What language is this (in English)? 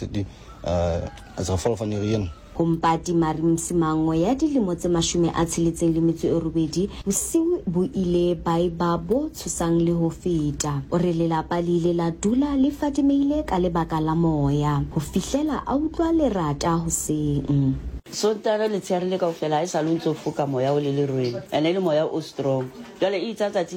Southern Sotho